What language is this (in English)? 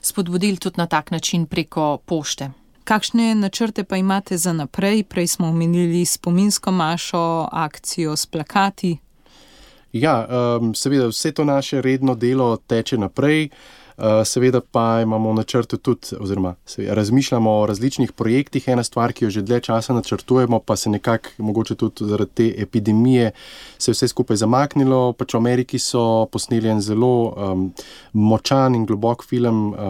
Slovenian